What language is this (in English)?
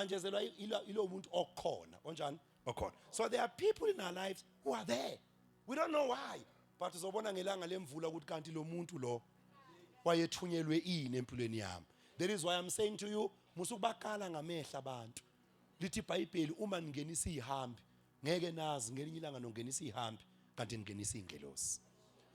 Zulu